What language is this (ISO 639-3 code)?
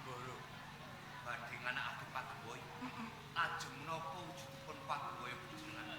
jav